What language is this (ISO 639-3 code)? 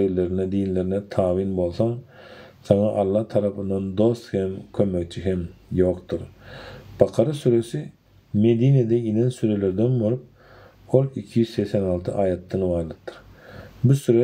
tuk